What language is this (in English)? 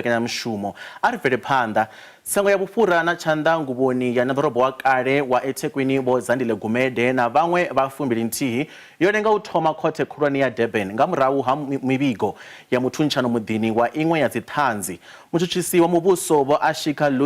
Venda